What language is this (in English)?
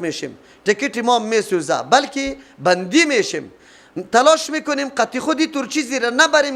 Persian